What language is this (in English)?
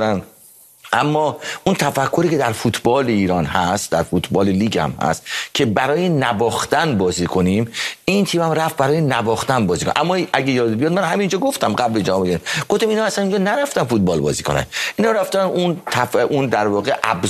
Persian